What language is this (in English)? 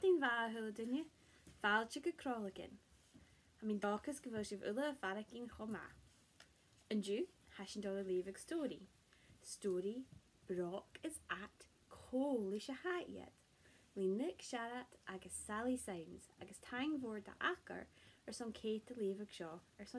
Scottish Gaelic